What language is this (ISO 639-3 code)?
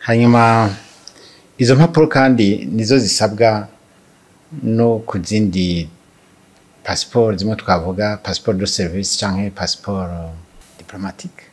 run